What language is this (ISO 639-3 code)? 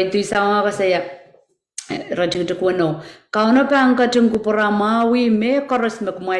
pon